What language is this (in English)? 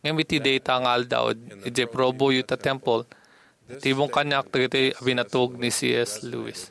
Iloko